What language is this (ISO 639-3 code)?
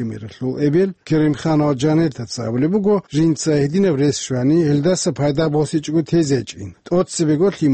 ava